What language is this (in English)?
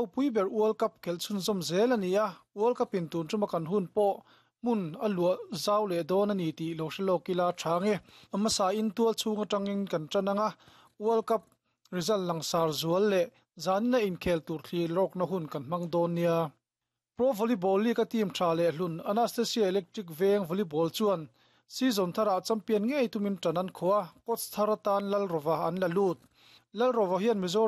Mizo